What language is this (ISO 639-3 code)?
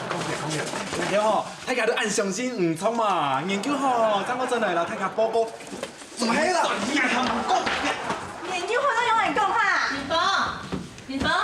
hak